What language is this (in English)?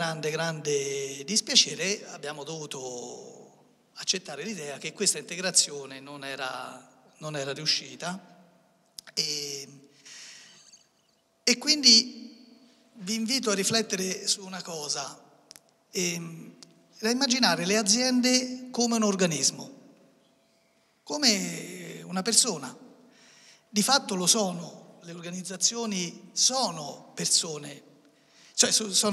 Italian